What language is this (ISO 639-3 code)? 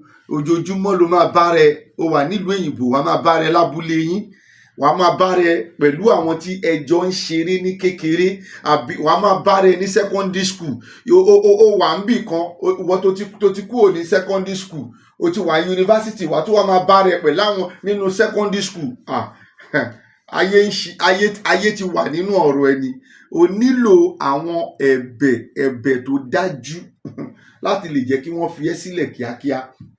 yor